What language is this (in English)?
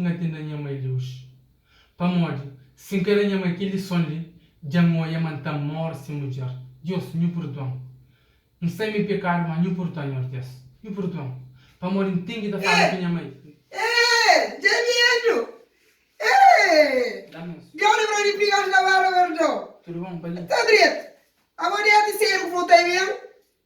Kabuverdianu